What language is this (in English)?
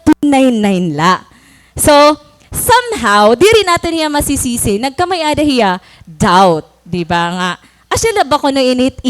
Waray